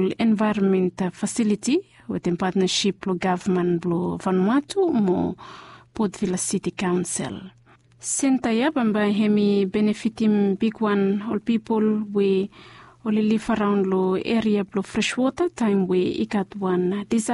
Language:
Bislama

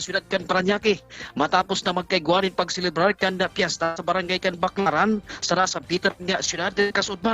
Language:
Bikol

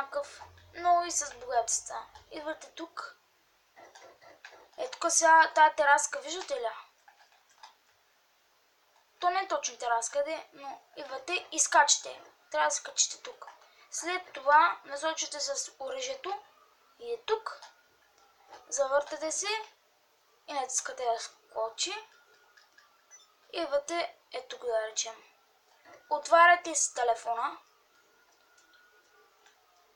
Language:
Bulgarian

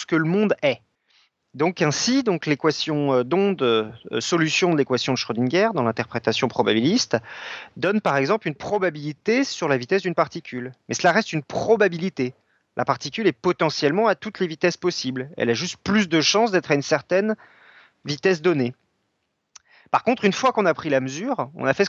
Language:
French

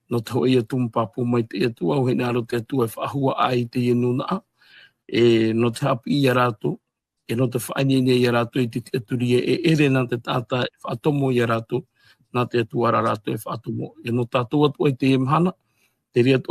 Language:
Tahitian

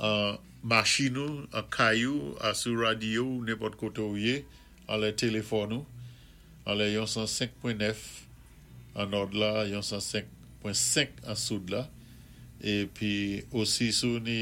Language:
Saint Lucian Creole French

